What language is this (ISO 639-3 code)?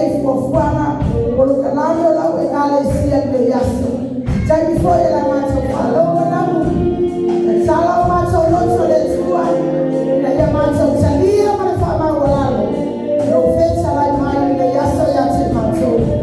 smo